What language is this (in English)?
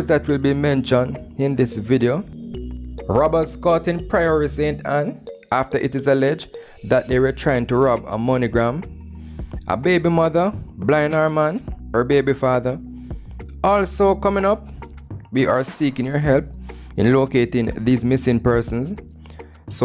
Jamaican Creole English